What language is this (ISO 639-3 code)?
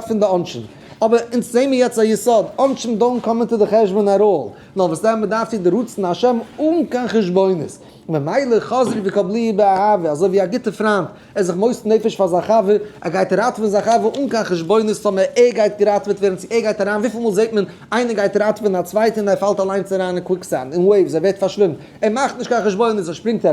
yid